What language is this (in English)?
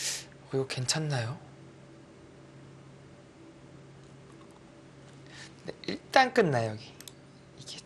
Korean